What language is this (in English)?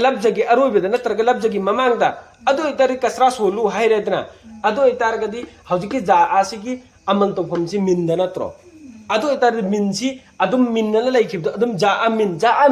Manipuri